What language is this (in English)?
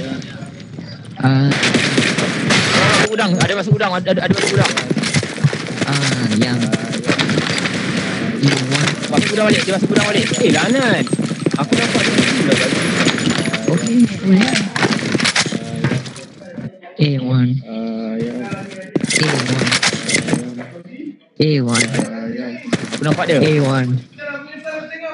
Malay